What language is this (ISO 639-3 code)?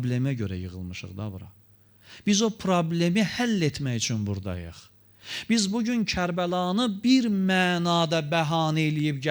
aze